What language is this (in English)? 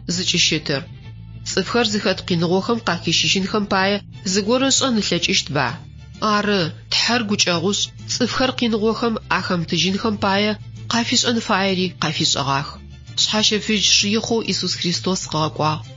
Adyghe